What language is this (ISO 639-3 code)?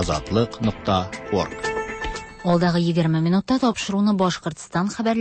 tat